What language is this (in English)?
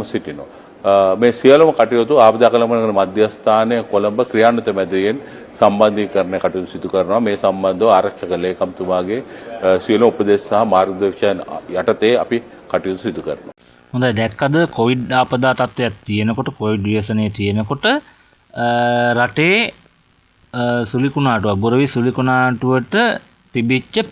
Sinhala